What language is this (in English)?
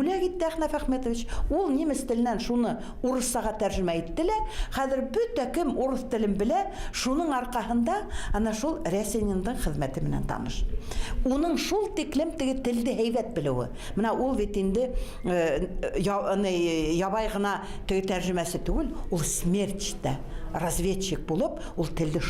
Bashkir